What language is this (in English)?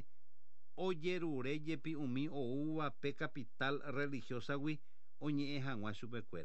Guarani